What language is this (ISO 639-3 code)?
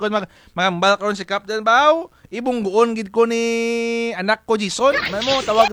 krj